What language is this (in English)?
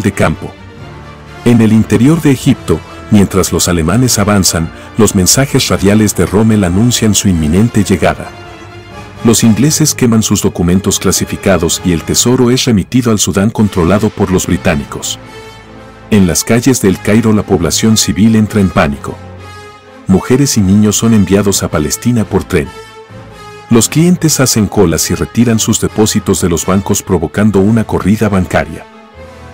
Spanish